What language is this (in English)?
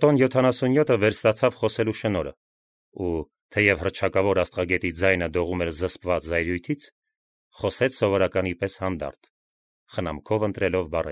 Armenian